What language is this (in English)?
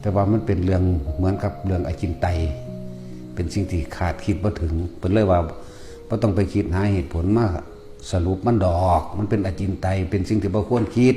Northeastern Thai